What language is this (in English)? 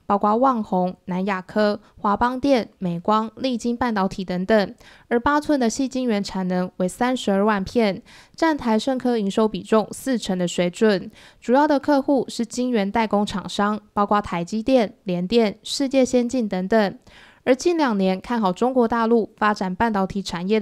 Chinese